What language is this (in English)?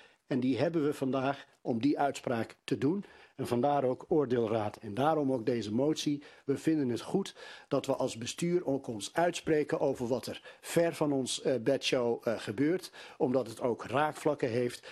Dutch